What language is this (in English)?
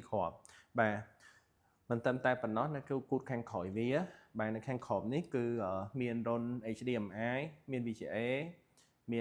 Khmer